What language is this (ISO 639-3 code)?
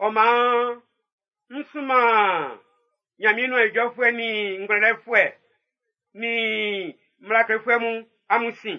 bci